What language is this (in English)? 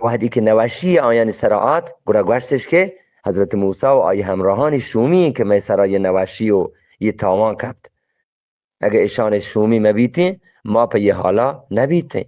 Eastern Balochi